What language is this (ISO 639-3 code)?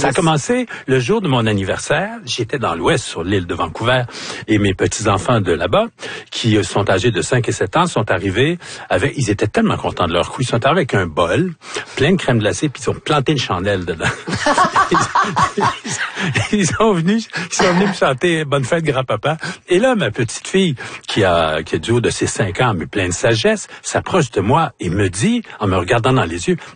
fra